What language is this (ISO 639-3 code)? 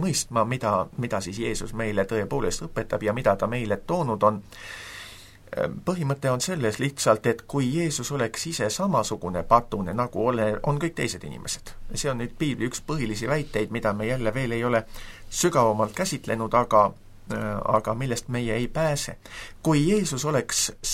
est